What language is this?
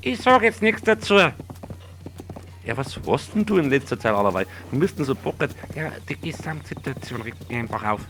Bavarian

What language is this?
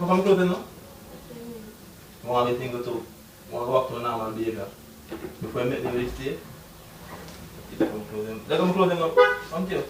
Jamaican Creole English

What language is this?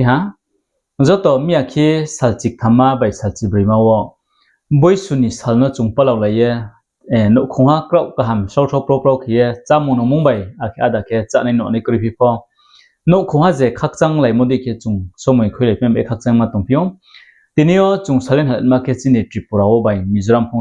Riang (India)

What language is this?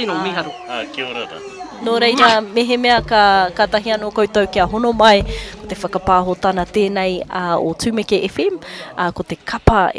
Māori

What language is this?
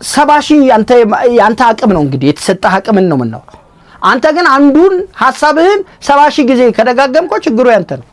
Amharic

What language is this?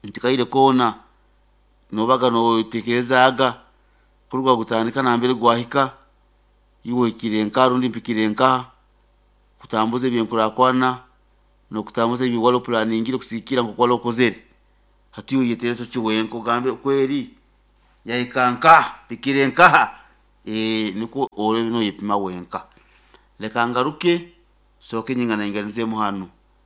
Nyoro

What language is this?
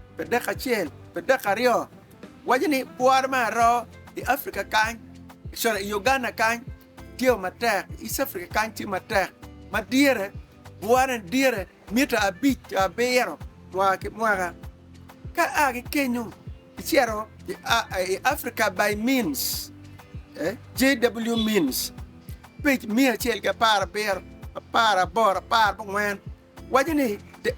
Acoli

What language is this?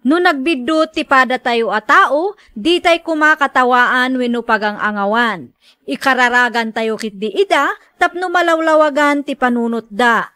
Iloko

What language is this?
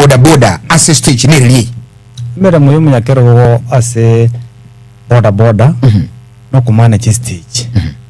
Gusii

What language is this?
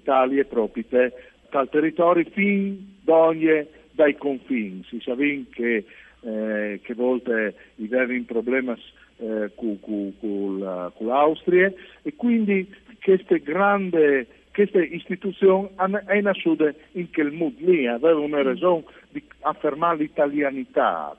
Friulian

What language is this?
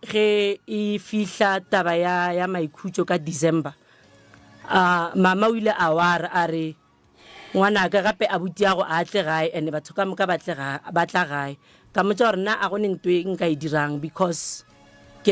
Northern Sotho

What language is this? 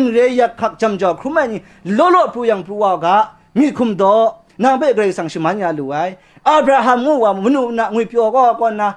Kachin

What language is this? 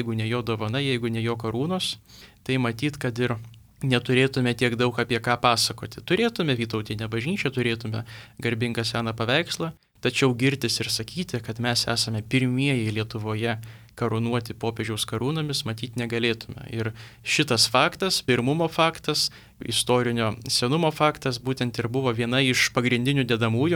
Lithuanian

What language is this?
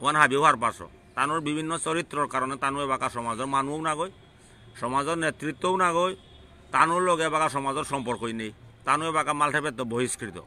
Bishnupriya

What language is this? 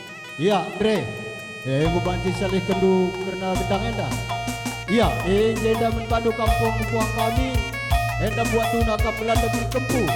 Batak Karo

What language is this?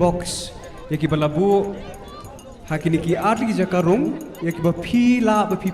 Khasi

